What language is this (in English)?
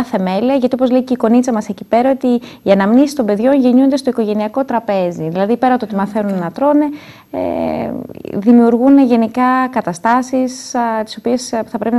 Greek